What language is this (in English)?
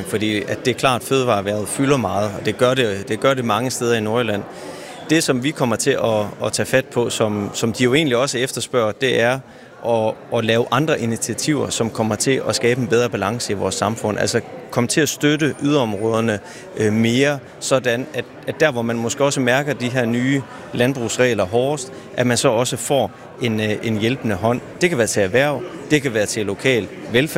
Danish